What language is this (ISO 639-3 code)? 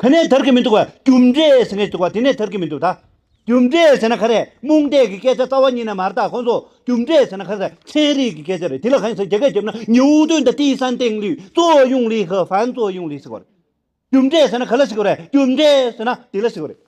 bod